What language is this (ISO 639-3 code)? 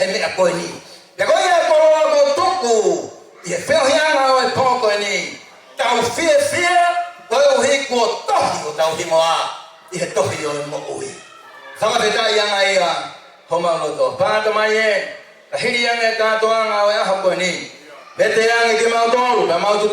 ton